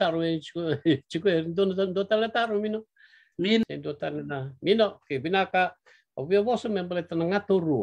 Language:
Fijian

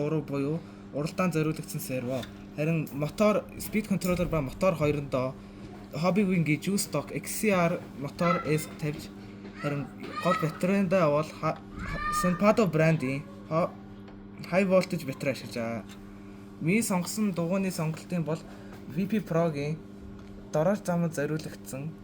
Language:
Mongolian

